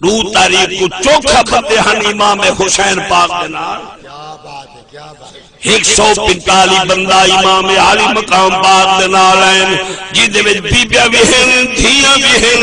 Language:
Saraiki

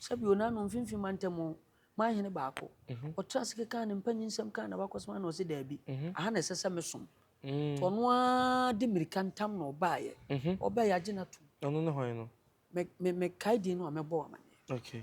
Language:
Akan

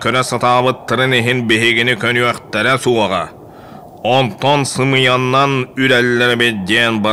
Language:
Yakut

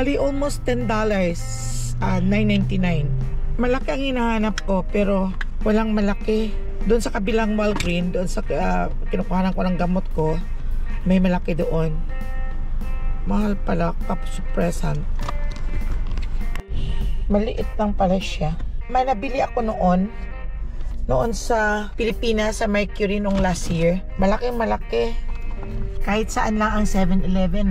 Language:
Filipino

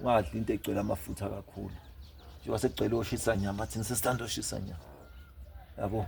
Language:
Zulu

